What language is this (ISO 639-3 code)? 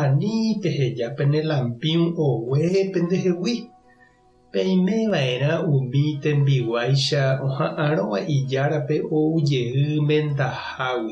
grn